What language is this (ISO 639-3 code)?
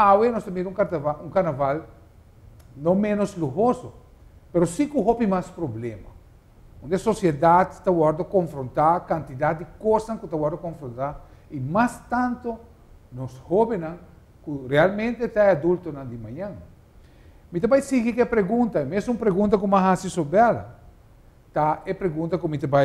pap